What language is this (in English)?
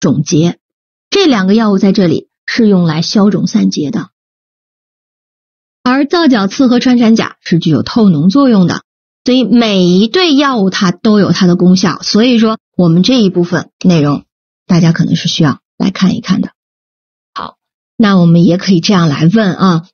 Chinese